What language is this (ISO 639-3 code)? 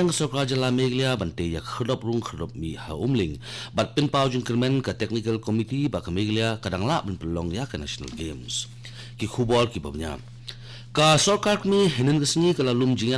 kha